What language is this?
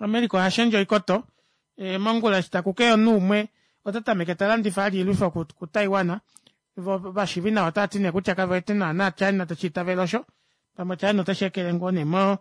Kuanyama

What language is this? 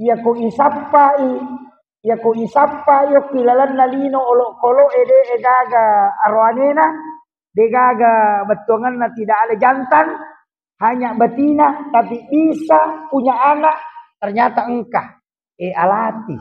Buginese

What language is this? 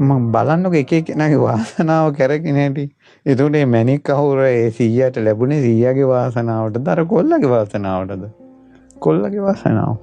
Sinhala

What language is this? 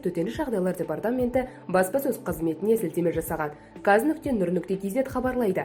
Kazakh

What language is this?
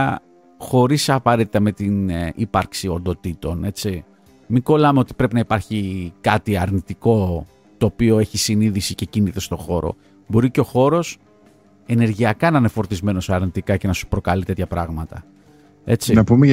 Greek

